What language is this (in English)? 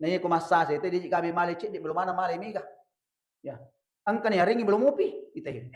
Buginese